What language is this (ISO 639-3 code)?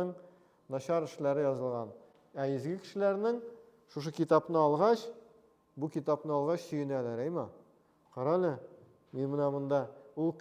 tat